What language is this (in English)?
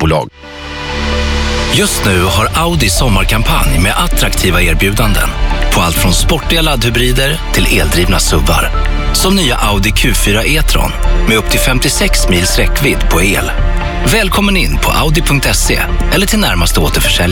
Swedish